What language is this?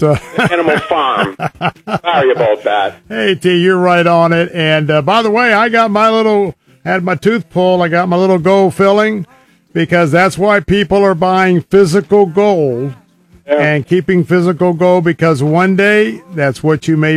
English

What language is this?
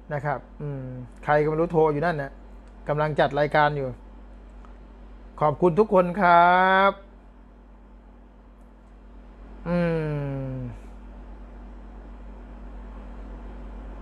Thai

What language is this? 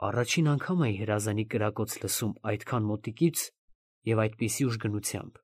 Armenian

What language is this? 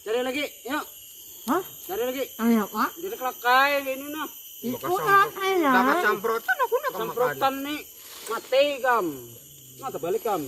Banjar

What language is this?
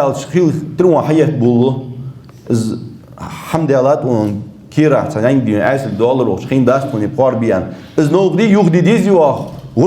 Ingush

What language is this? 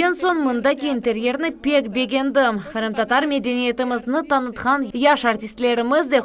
Crimean Tatar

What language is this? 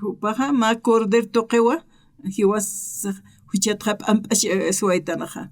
Aymara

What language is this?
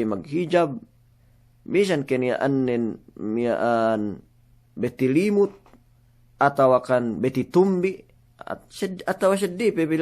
Yakan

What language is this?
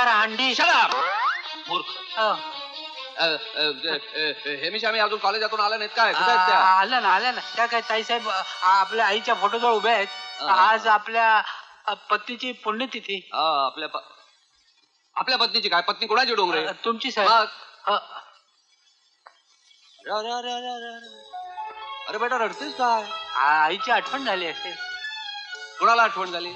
Marathi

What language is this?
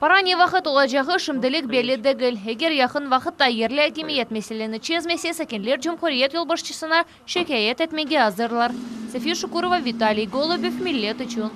Crimean Tatar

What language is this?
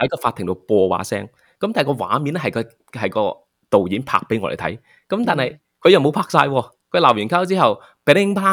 Cantonese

